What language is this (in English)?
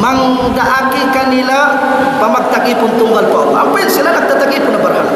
Tausug